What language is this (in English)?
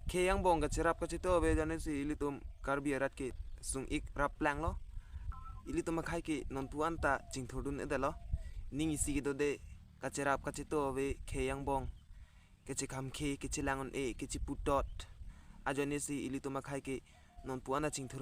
Karbi